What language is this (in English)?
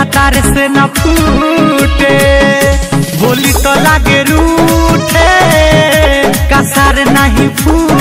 Bhojpuri